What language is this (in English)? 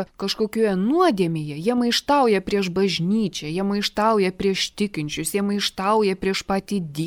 Lithuanian